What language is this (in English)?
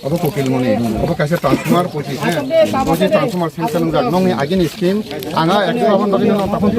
Kok Borok